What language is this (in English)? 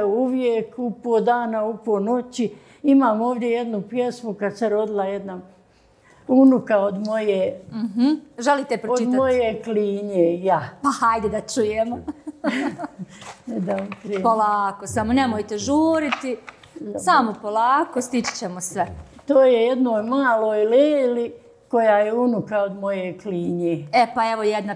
Bosnian